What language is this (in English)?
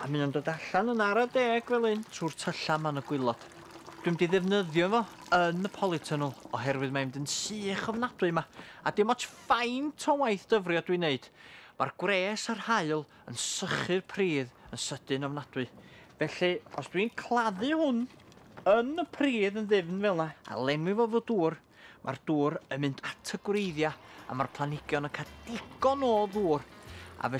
Welsh